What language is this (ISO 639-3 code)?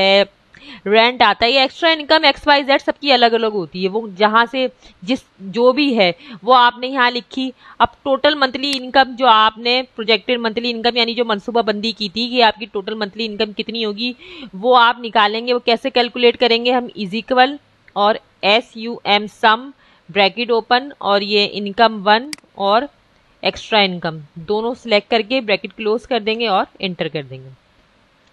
hin